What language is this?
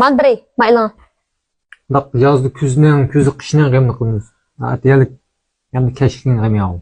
Uyghur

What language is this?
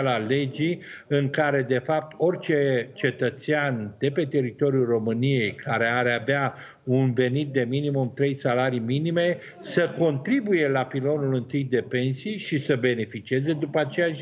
Romanian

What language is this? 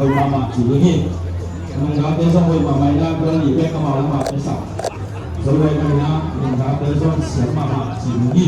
Tedim Chin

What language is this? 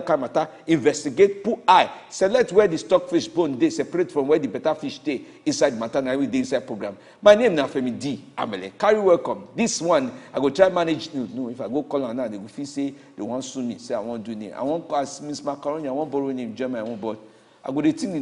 Nigerian Pidgin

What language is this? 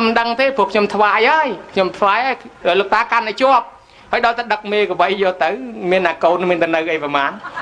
Khmer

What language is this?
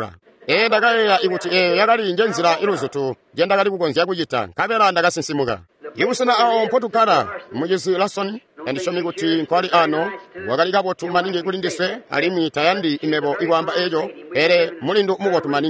Tonga (Zambia)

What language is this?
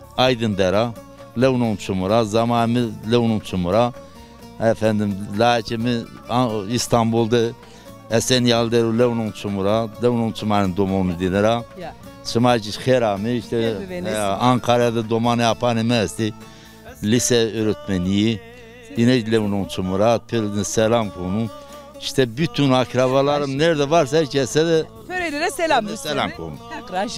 Zaza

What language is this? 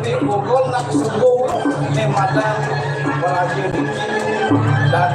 Balinese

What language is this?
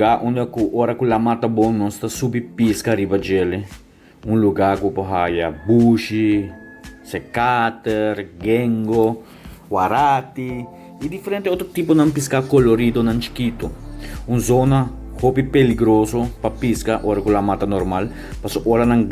Papiamento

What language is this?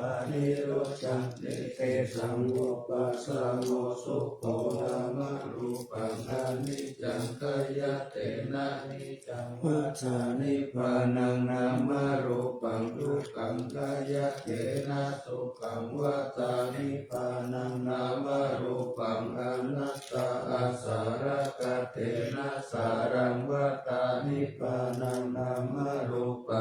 Pali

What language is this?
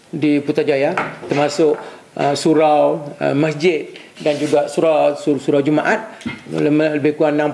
Malay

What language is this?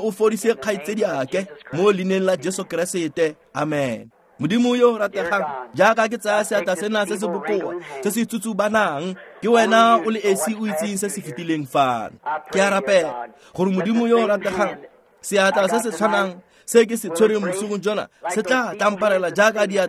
Tswana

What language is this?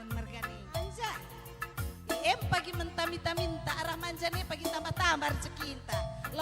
Batak Karo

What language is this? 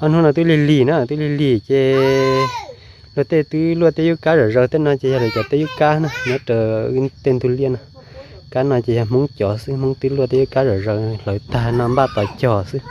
Hmong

